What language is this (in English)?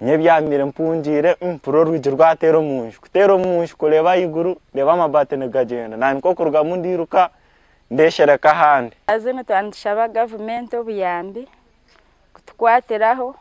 Nyankole